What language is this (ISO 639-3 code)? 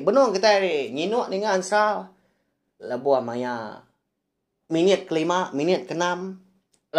iba